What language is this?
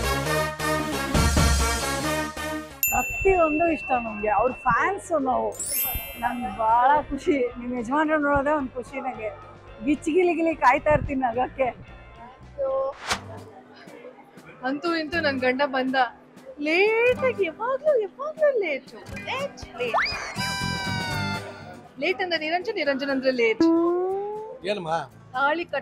Kannada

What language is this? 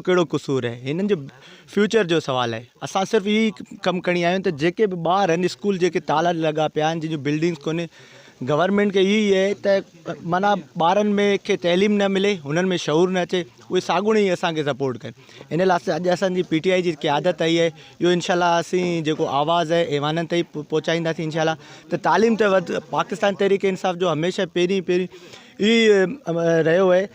Sindhi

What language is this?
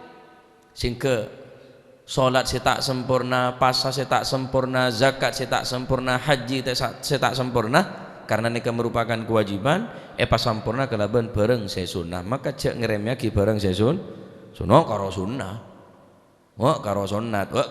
Madurese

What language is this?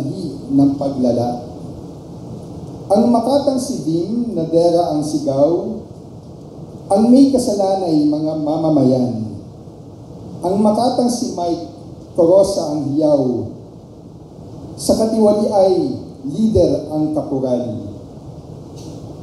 Filipino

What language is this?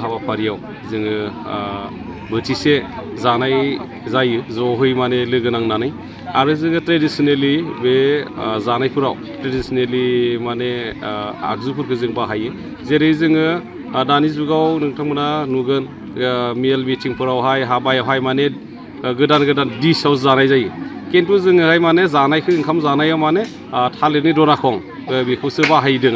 Bodo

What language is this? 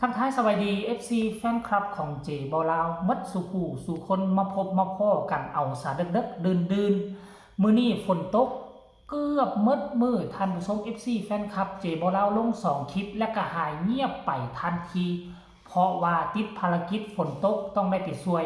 Northeastern Thai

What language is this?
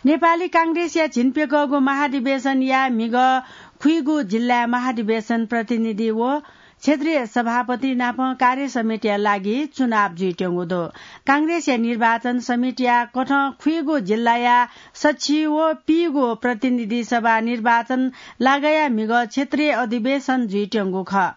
Newari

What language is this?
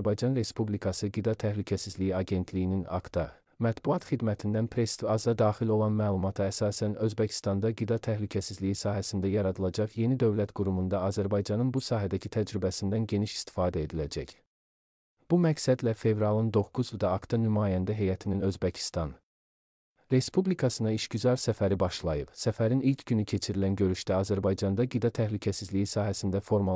Azerbaijani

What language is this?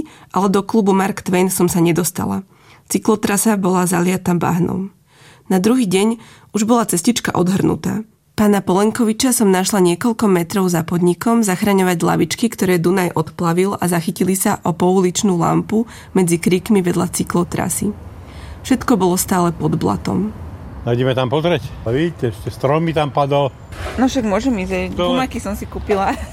Slovak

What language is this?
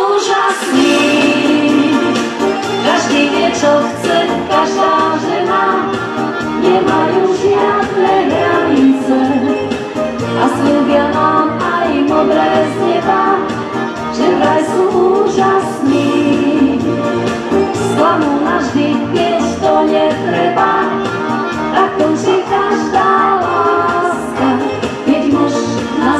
Slovak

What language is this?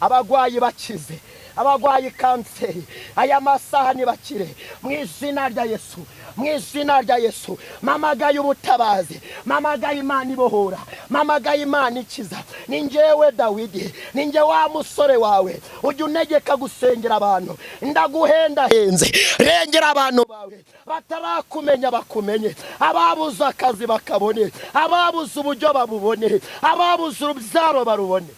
Kinyarwanda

